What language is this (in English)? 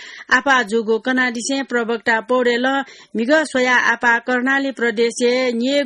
Newari